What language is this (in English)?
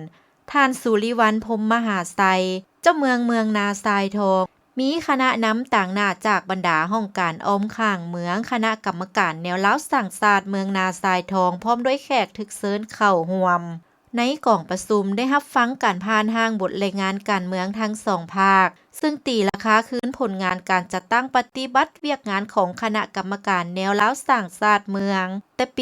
Lao